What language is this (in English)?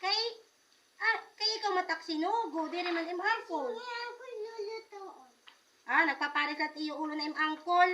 Waray